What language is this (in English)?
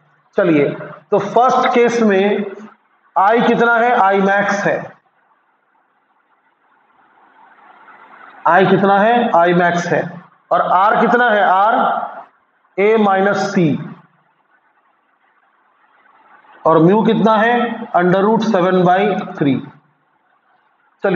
Hindi